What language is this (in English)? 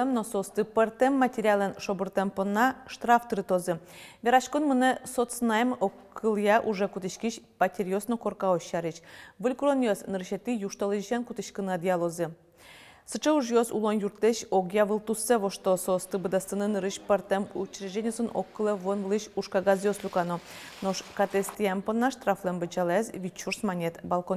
Udmurt